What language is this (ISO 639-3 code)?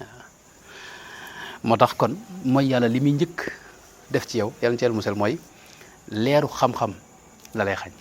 wol